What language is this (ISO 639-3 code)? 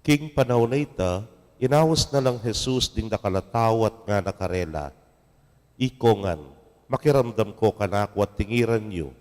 pam